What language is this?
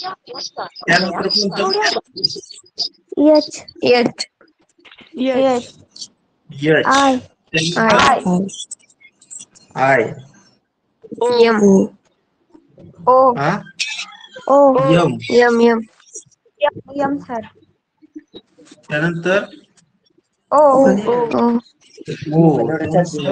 Marathi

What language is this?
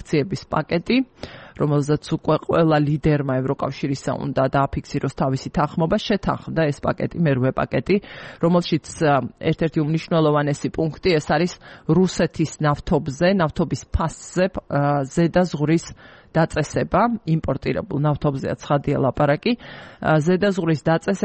Georgian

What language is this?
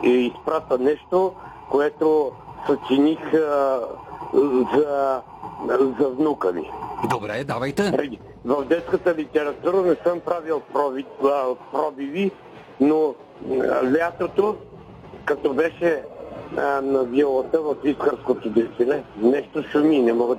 Bulgarian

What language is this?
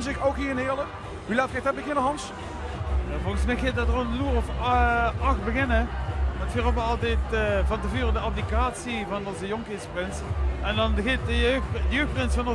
Limburgish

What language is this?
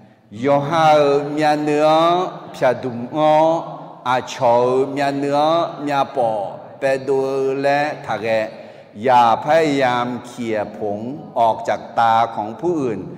Akha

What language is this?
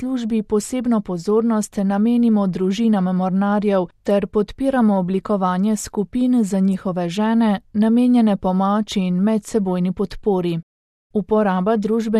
Slovenian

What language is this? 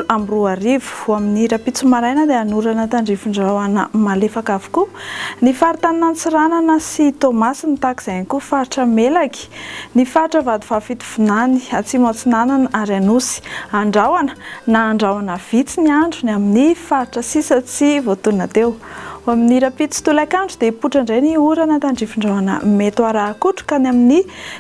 Malagasy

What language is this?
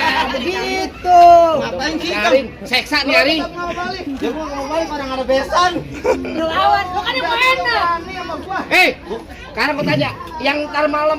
Betawi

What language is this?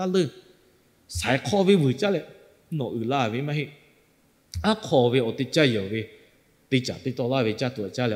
Lahu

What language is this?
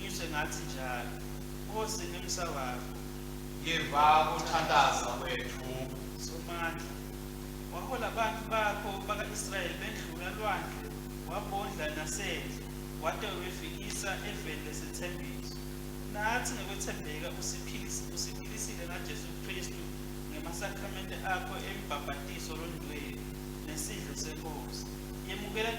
Swati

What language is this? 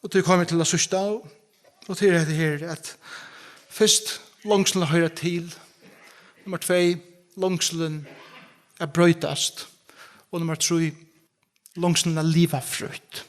Faroese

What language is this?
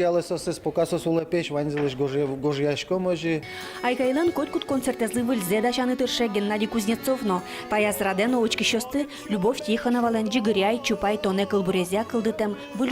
Udmurt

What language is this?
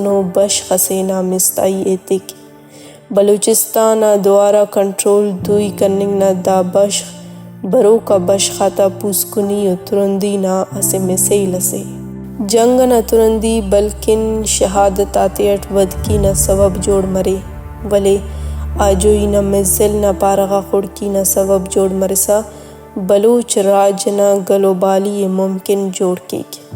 Brahui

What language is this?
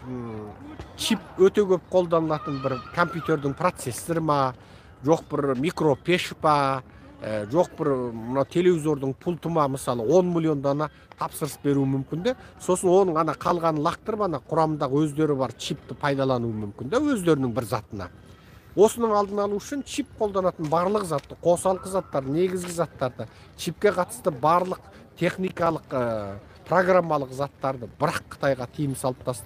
Kazakh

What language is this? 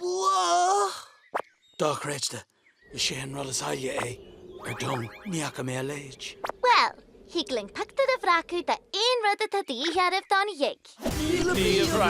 Irish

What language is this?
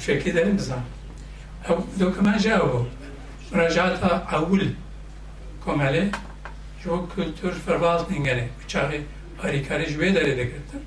Kurdish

